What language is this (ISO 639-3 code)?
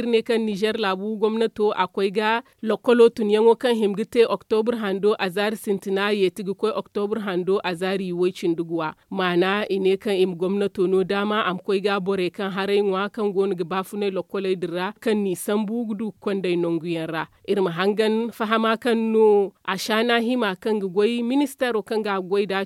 dje